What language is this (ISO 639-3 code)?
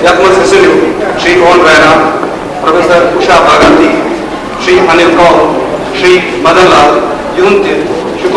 kas